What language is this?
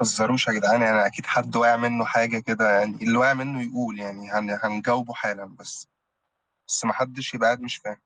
Egyptian Arabic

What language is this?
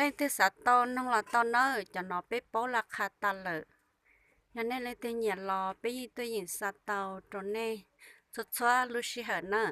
Hmong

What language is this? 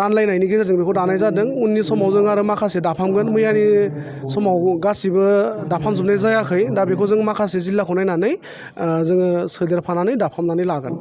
Bodo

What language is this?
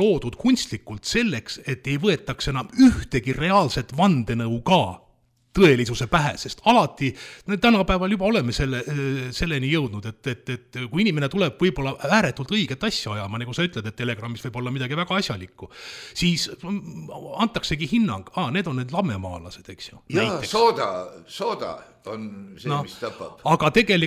Estonian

